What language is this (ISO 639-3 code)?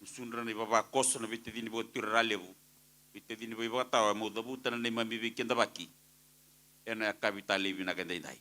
fij